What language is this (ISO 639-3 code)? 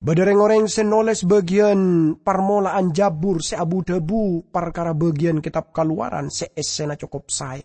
mad